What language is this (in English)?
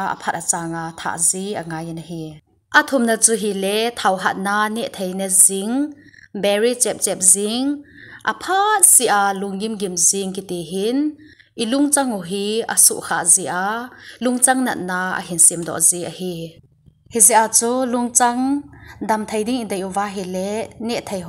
Thado Chin